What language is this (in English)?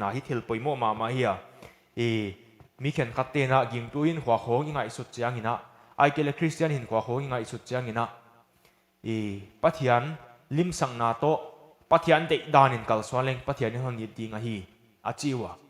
Paite Chin